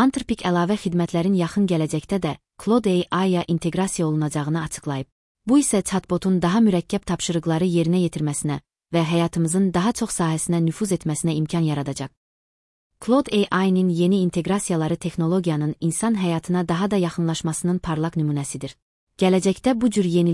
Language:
Azerbaijani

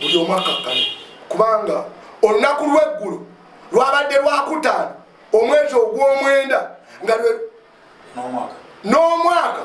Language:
Ganda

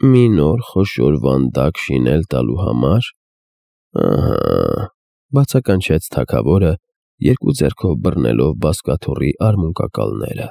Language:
Armenian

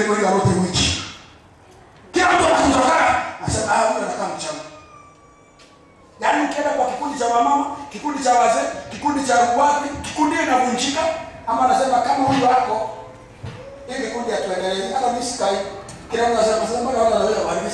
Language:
Swahili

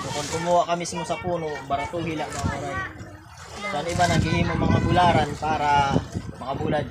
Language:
Waray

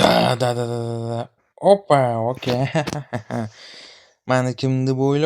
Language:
Uzbek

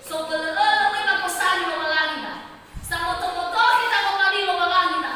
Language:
Nias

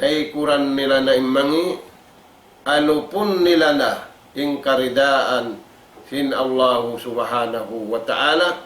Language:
Tausug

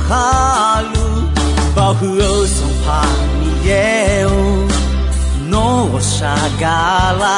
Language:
Akha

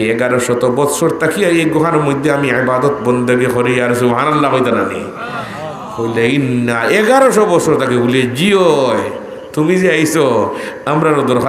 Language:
Sylheti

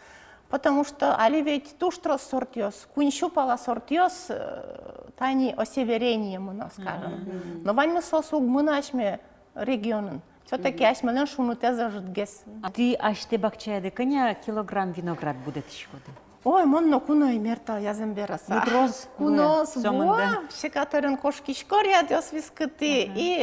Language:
Udmurt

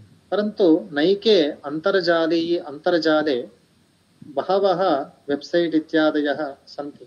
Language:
Sanskrit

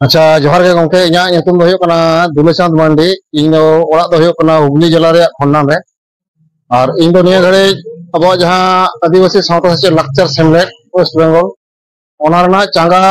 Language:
Santali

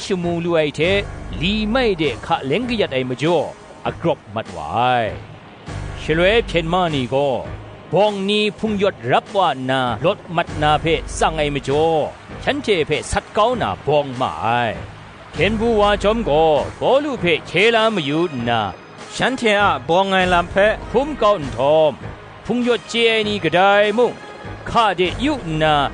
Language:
Kachin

